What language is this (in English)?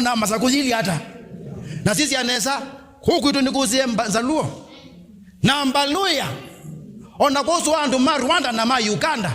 Kamba